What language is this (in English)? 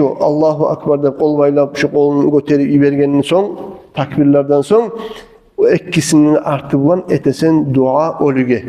Kumyk